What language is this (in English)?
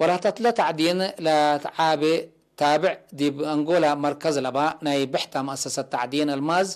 Tigre